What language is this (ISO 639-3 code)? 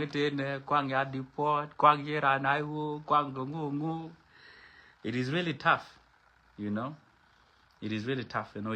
nus